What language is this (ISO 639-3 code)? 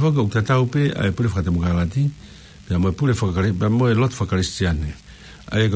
ton